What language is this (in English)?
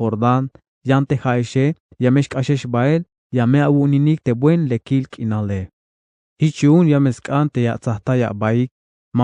Tzeltal